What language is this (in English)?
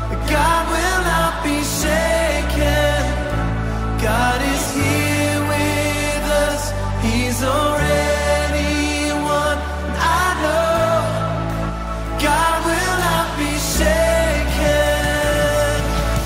English